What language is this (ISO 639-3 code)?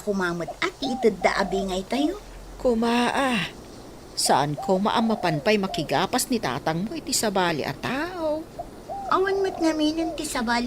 ilo